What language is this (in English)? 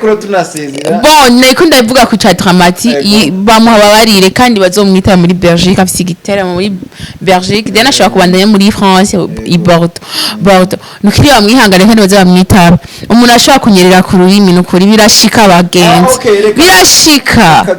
Rundi